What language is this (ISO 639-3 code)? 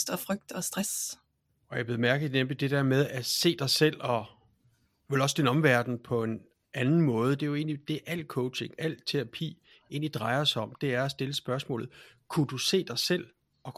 dan